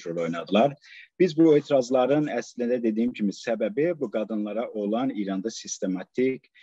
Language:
South Azerbaijani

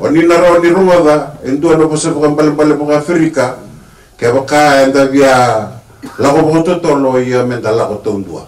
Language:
Fijian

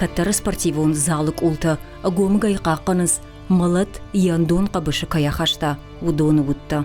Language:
Ossetic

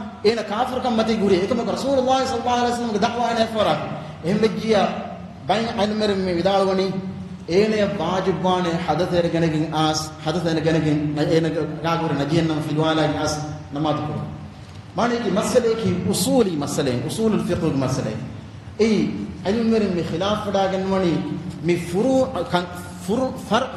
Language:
Divehi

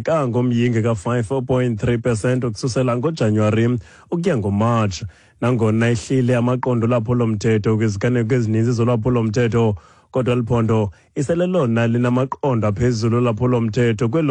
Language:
Xhosa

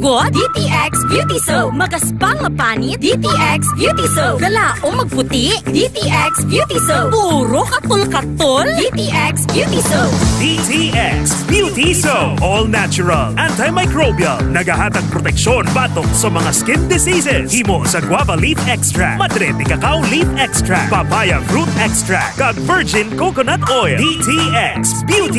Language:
Hiligaynon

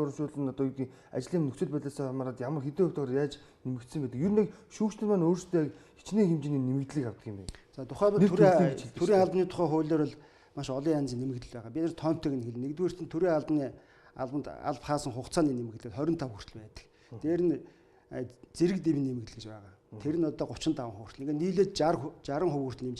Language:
Mongolian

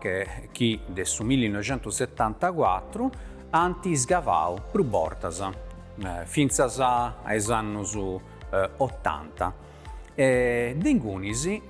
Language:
Sardinian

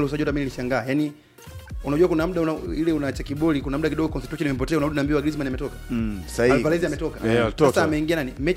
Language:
Swahili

